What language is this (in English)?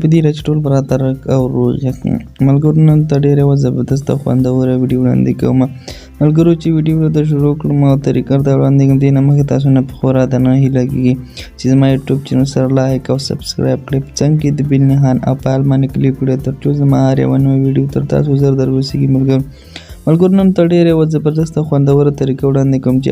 Pashto